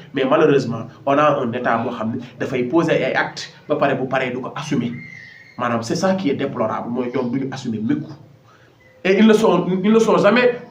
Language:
Wolof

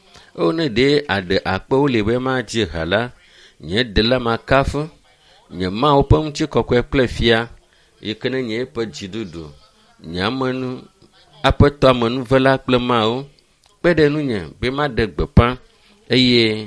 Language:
Ewe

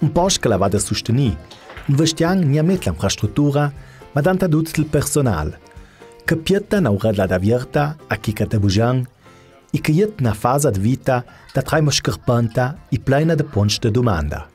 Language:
Ladin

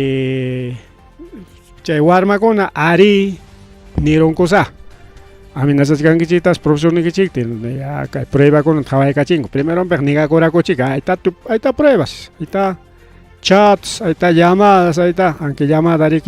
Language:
Ayacucho Quechua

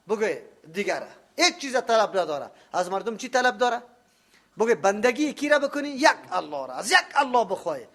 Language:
Persian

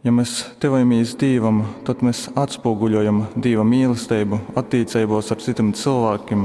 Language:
Latgalian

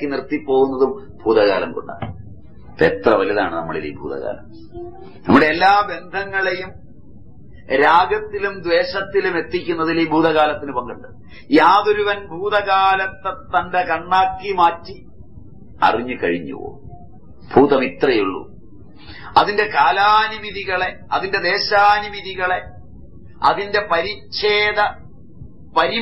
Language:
Malayalam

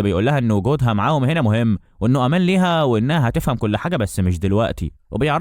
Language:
Egyptian Arabic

